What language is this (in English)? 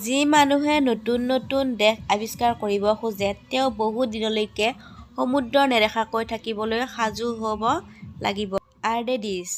Assamese